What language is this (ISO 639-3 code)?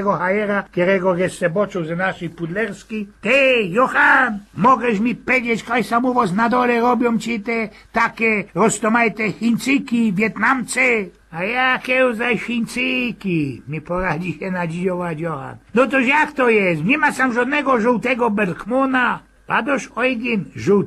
szl